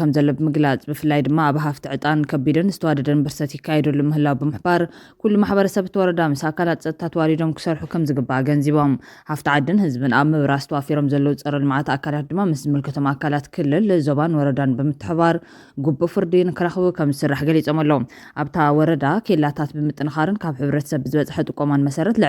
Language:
Tigrinya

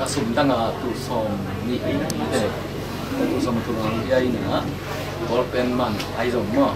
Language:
Tedim Chin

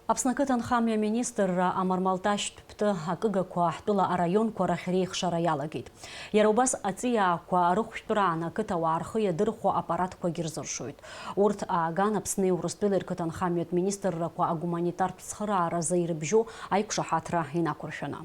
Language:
Abkhazian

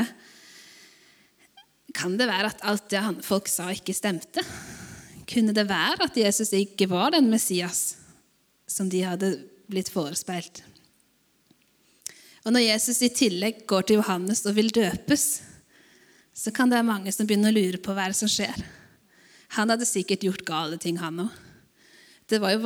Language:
Norwegian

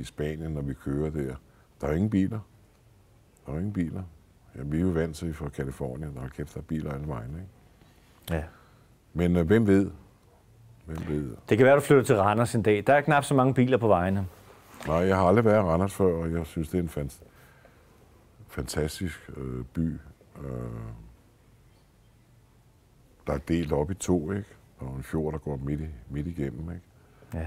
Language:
Danish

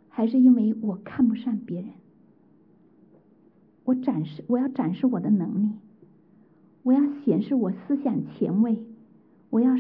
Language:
Chinese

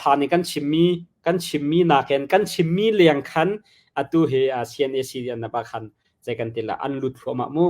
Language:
Hakha Chin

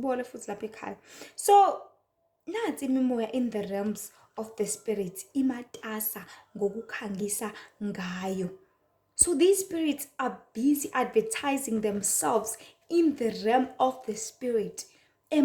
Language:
Zulu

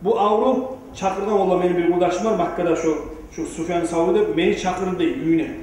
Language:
Kumyk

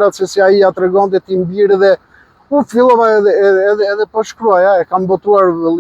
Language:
Albanian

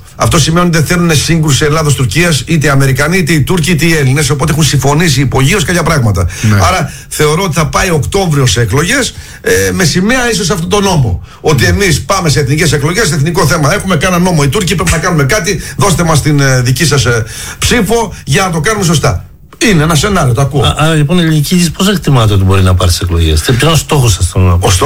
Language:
Greek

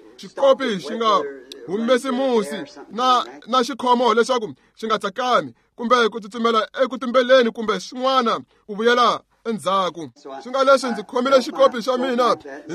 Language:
Tsonga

